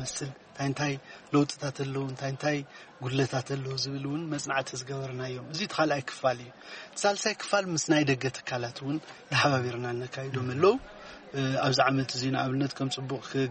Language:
Tigrinya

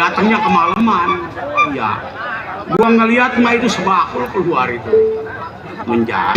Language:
Betawi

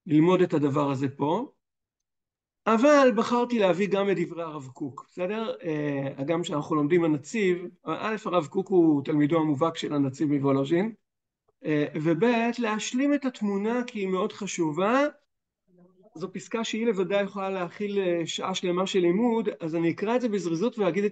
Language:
Hebrew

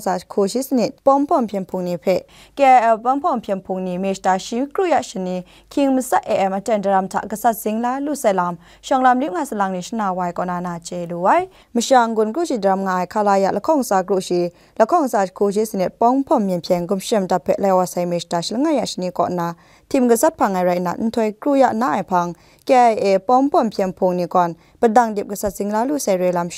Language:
Kachin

